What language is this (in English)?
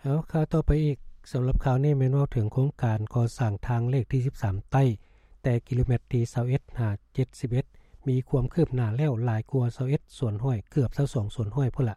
Lao